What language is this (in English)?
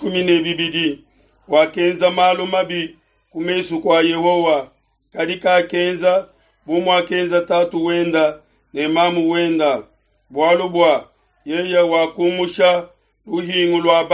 Luba-Lulua